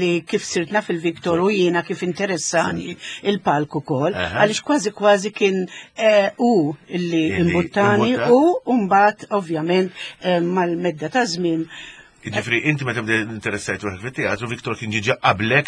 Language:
Maltese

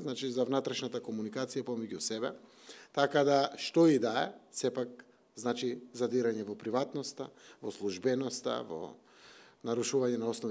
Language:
Macedonian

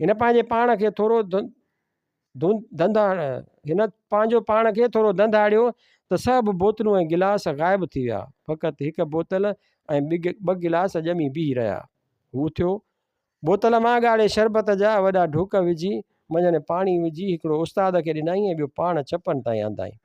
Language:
Sindhi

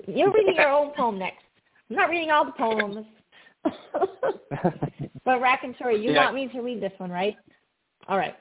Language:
English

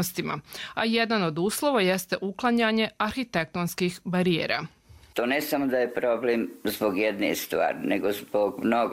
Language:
Croatian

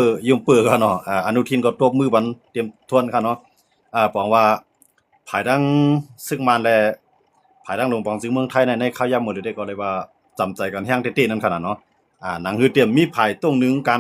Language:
Shan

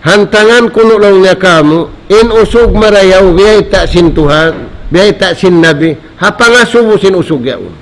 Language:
Tausug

